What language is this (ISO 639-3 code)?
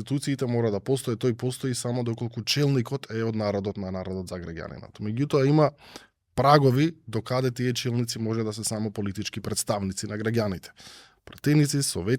mkd